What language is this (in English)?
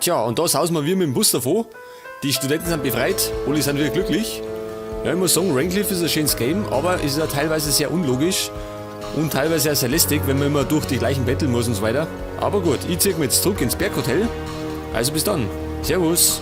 Bavarian